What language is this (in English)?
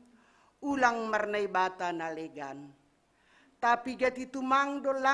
Batak Simalungun